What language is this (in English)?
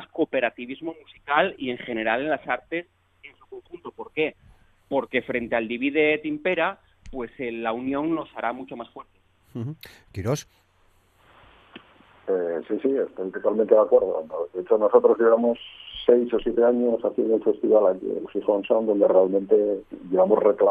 Spanish